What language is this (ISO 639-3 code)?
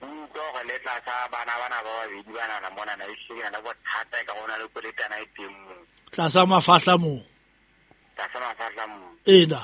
sot